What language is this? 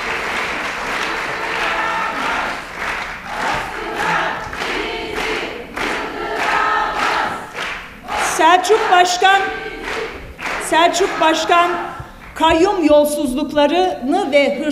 Turkish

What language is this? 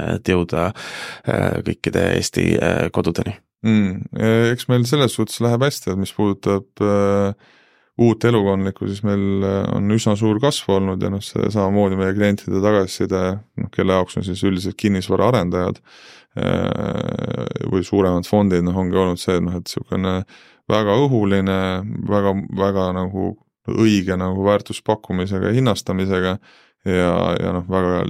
Estonian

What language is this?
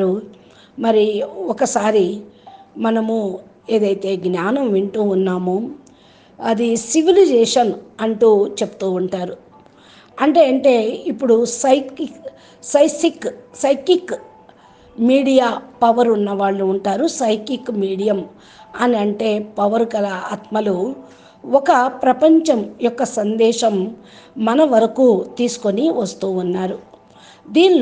Telugu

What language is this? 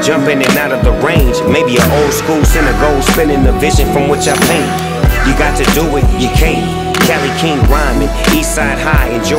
English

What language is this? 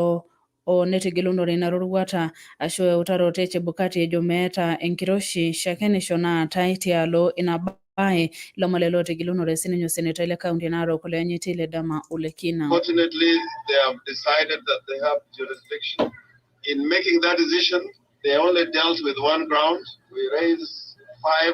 Masai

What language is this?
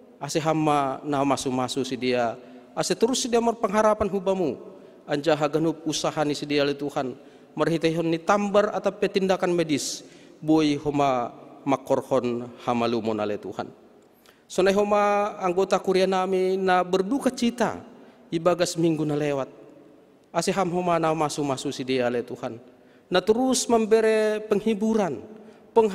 Batak Simalungun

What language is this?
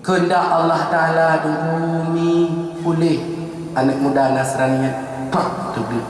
Achinese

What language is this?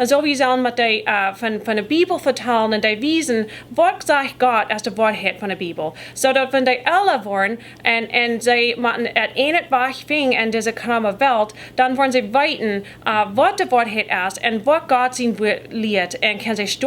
Plautdietsch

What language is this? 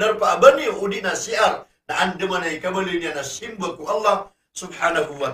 Maranao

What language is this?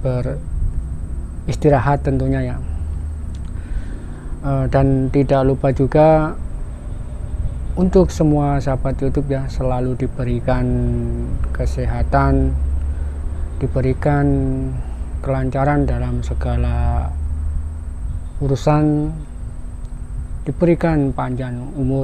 Indonesian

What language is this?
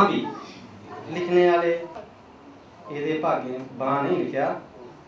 Dogri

